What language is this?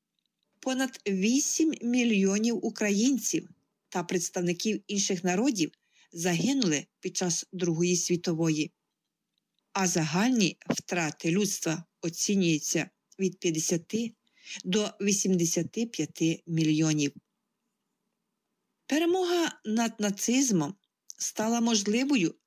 Ukrainian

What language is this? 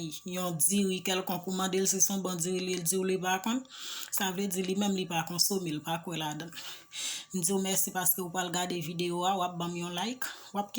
Haitian Creole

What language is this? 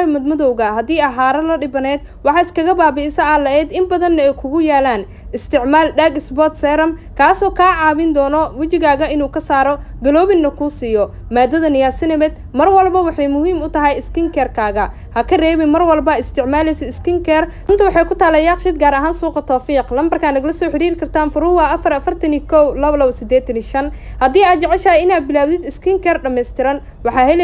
Somali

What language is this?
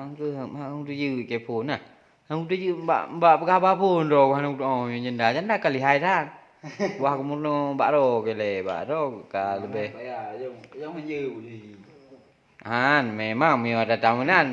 Achinese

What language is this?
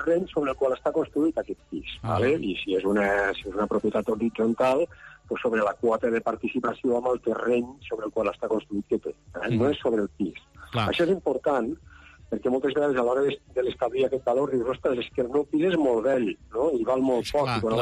Catalan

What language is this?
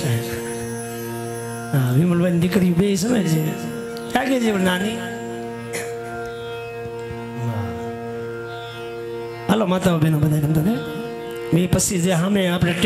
Gujarati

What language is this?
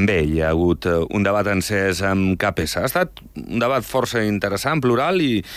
Catalan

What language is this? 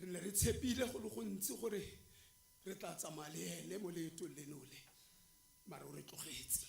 Tswana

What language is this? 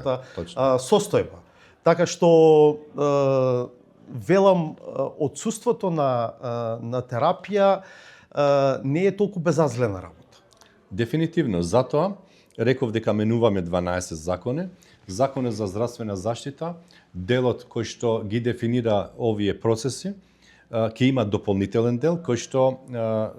Macedonian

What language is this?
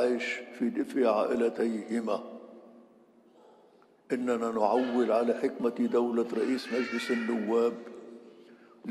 Arabic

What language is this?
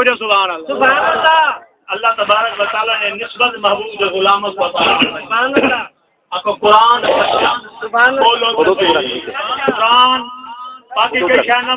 Saraiki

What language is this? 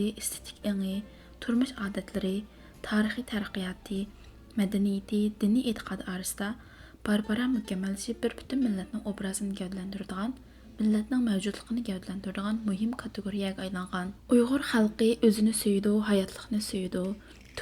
Uyghur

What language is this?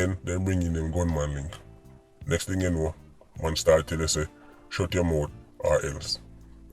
Jamaican Creole English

